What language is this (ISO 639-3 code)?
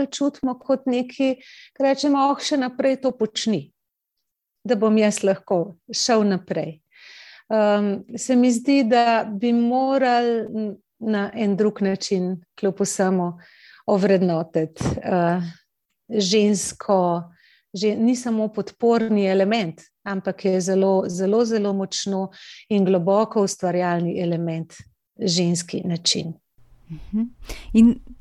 slv